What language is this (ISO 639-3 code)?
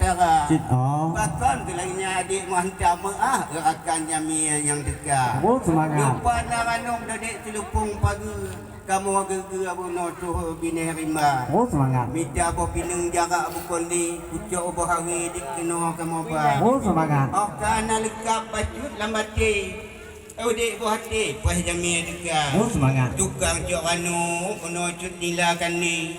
ace